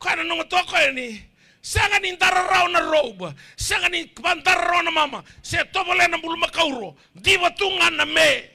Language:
Fijian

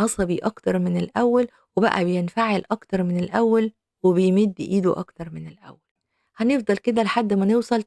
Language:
Egyptian Arabic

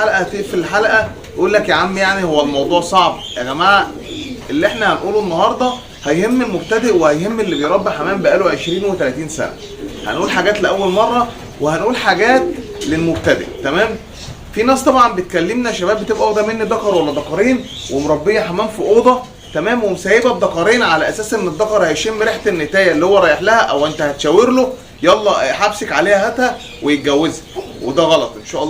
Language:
Egyptian Arabic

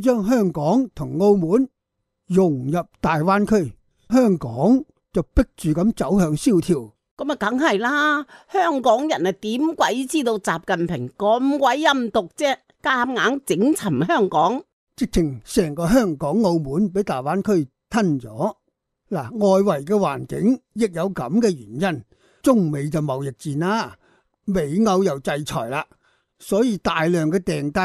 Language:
Cantonese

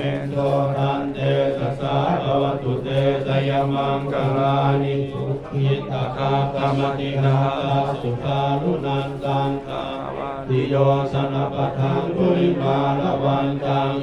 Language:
Pali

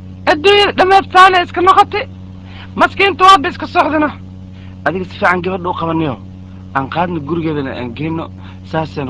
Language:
Somali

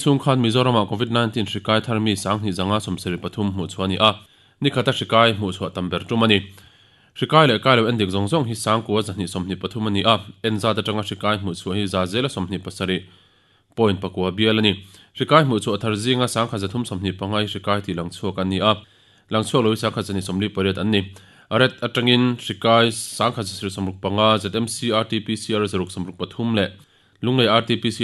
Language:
Mizo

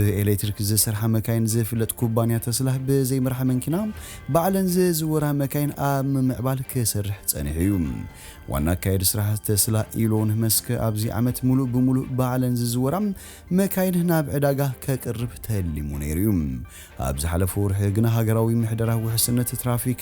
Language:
Tigrinya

